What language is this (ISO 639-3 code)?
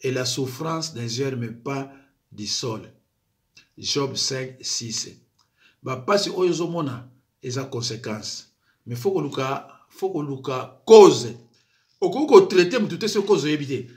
lin